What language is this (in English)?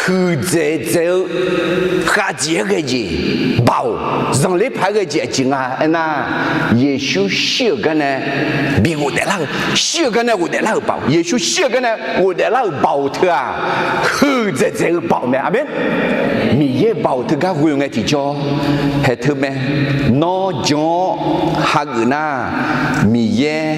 Akha